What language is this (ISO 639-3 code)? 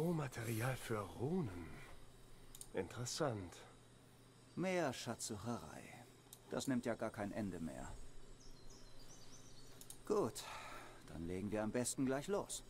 deu